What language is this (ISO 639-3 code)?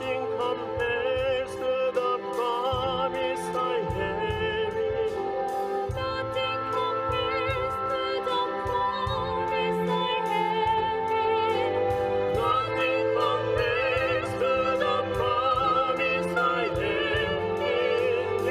aym